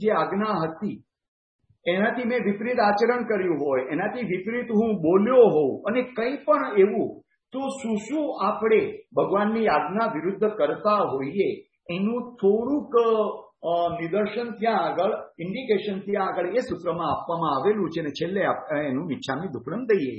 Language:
Gujarati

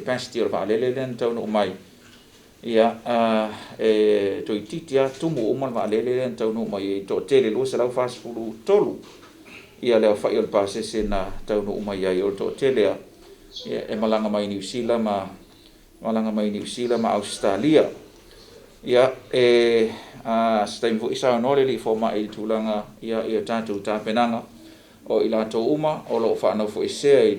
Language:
Samoan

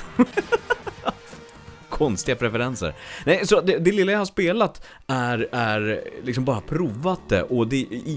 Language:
Swedish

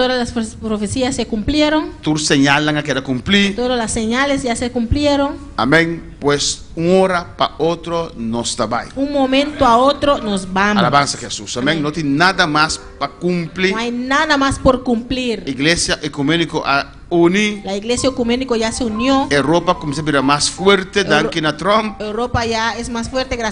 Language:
Papiamento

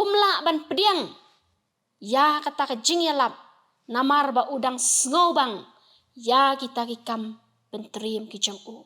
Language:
Khasi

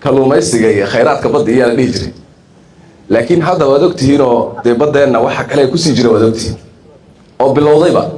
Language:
Somali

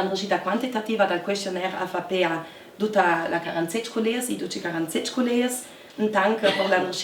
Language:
Ladin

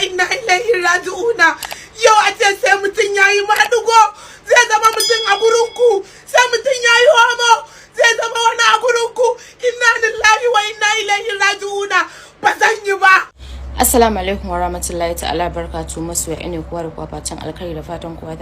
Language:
Hausa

